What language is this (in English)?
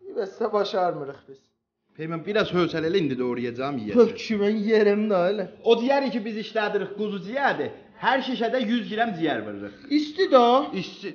South Azerbaijani